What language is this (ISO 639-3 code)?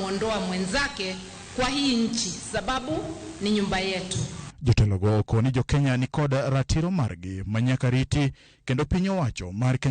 luo